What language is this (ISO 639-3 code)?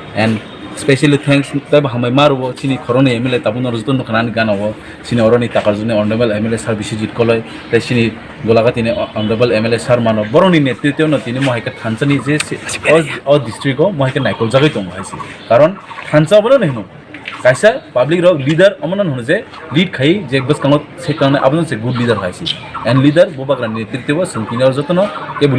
trp